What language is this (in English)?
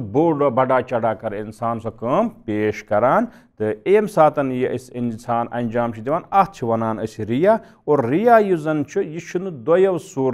Kashmiri